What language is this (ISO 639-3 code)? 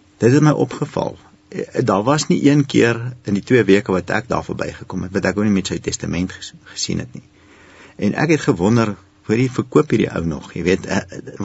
afr